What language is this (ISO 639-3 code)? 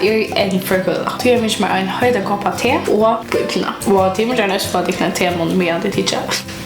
fao